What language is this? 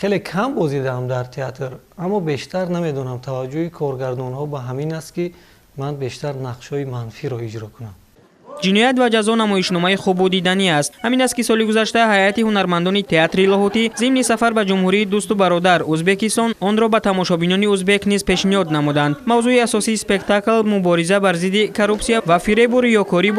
Tajik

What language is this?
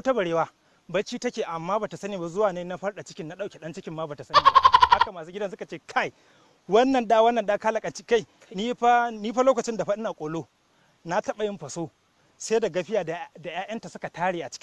Hausa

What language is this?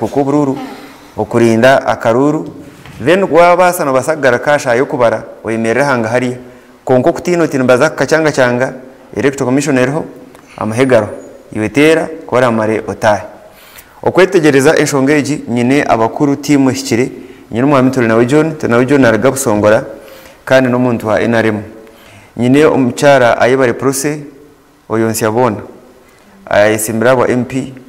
Nyankole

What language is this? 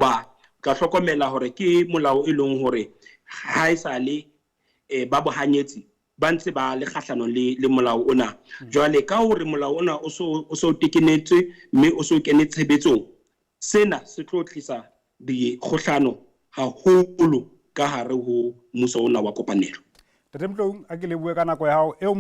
Southern Sotho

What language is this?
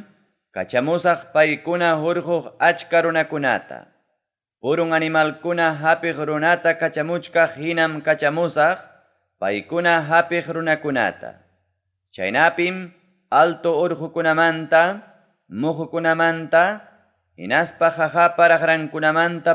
Ayacucho Quechua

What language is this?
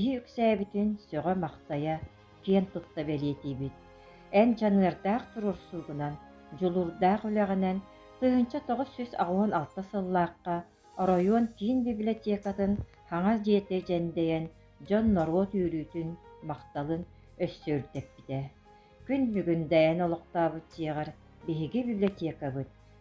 Yakut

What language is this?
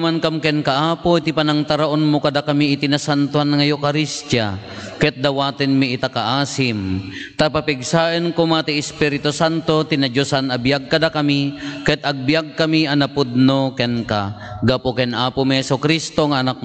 Iloko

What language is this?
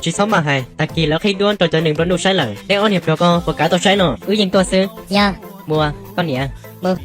Hmong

